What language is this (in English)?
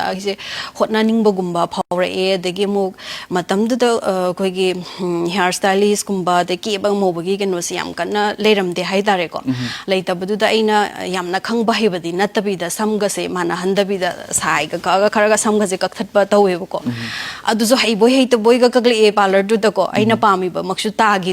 Manipuri